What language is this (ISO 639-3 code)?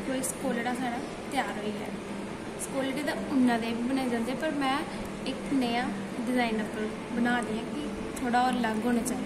doi